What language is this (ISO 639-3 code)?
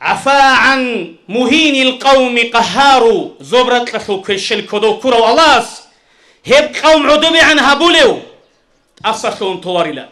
ava